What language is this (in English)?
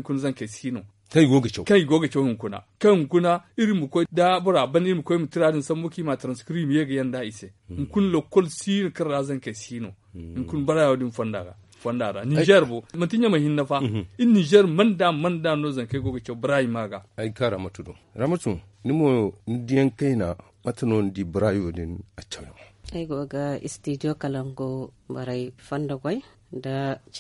Zarma